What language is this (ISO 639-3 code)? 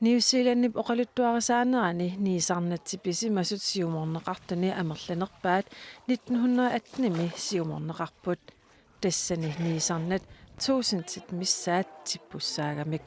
kal